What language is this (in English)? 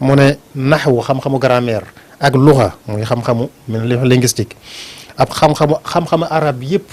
Wolof